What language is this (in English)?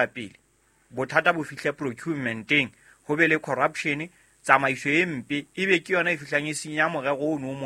Southern Sotho